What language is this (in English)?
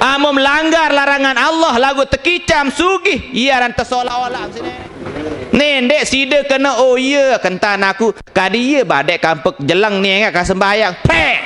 Sasak